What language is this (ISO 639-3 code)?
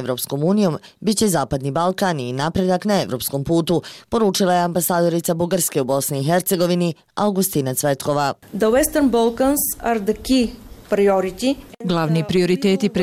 bos